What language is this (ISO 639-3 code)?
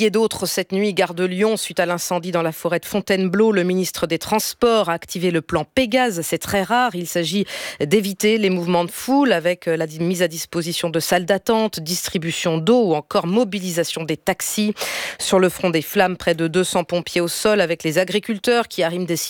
fra